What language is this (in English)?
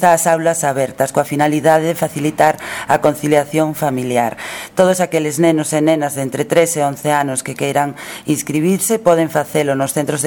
Galician